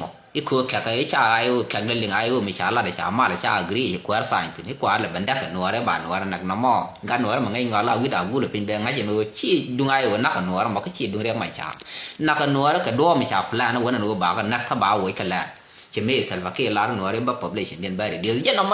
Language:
Nuer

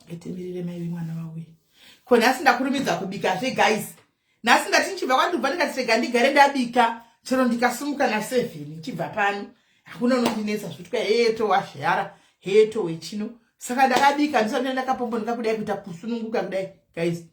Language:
Shona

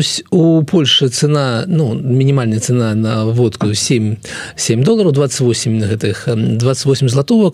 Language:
Belarusian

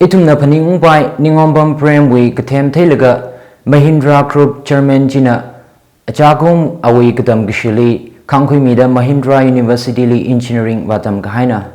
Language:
Tangkhul Naga (India)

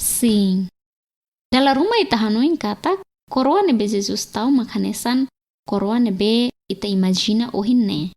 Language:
Tetum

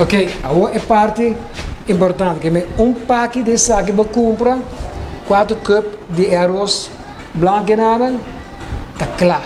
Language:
Papiamento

